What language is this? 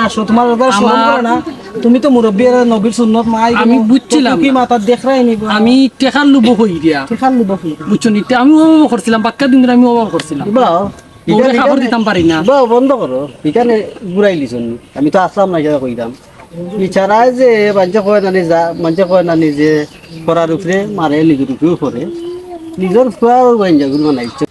Sylheti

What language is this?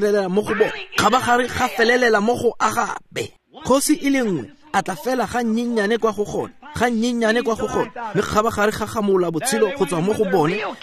Tswana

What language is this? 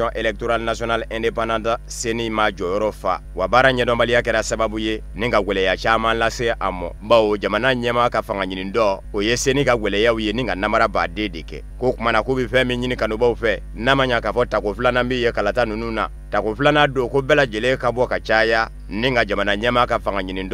Bambara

